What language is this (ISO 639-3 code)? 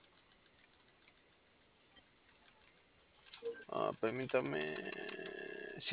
spa